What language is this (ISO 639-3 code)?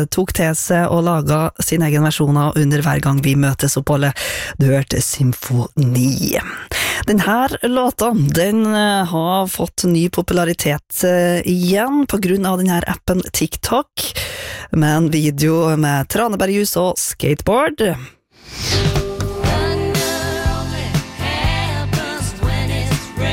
nor